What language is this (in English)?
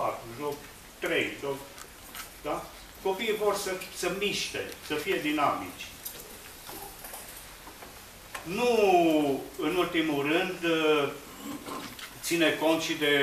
Romanian